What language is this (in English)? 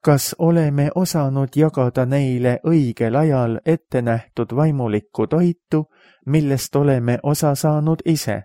Estonian